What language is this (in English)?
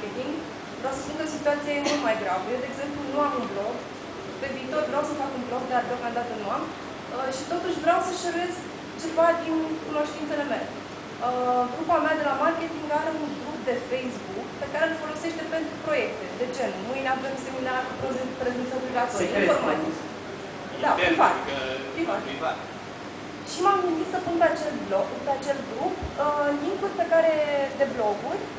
Romanian